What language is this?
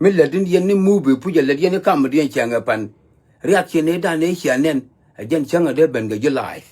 Nuer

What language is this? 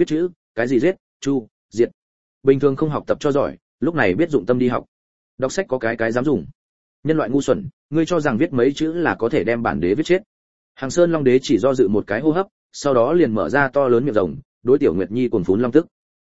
Vietnamese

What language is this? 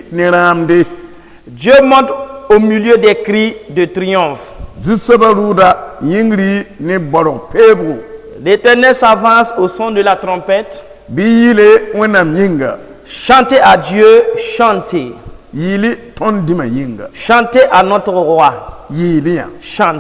Mossi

